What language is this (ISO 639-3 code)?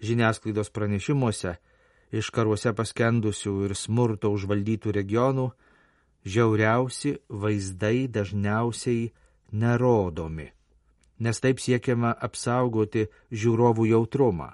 lit